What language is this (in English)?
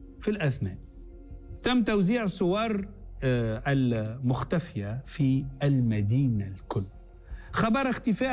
Arabic